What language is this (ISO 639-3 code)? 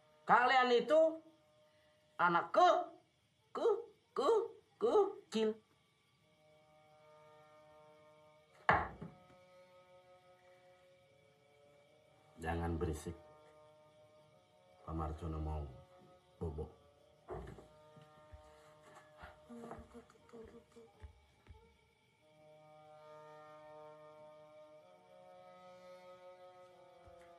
ind